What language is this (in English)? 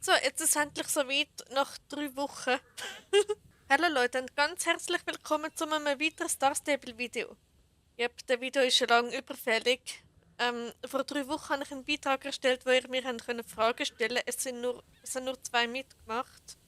Swiss German